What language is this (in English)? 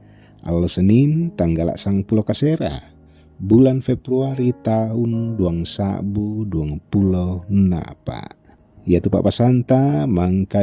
Toraja-Sa'dan